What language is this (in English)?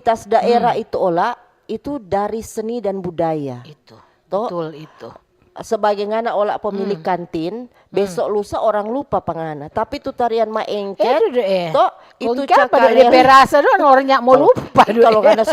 Manado Malay